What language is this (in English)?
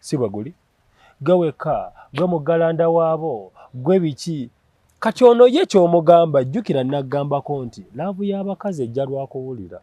Ganda